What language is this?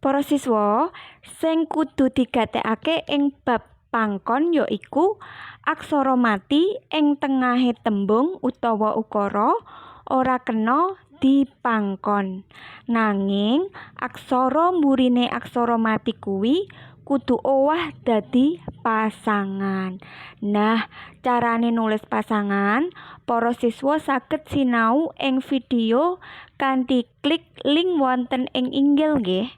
Javanese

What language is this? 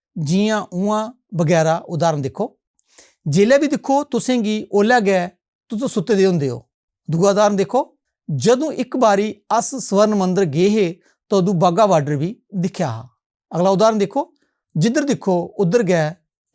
Dogri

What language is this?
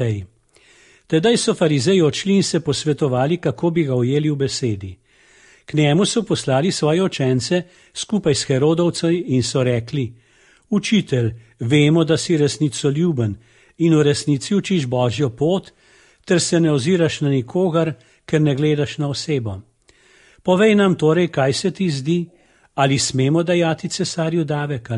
Slovenian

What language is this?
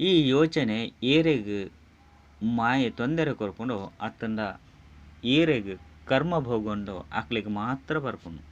Tulu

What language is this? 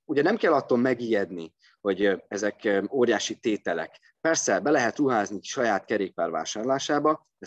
Hungarian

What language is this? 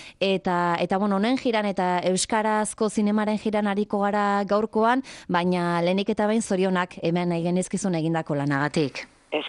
Basque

